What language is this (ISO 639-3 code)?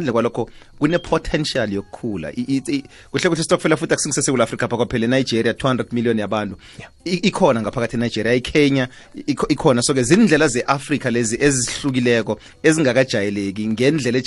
nbl